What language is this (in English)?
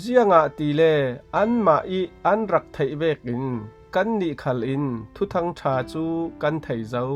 Falam Chin